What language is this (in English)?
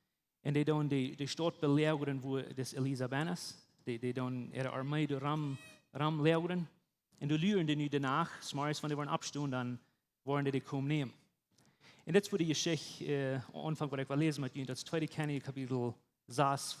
Plautdietsch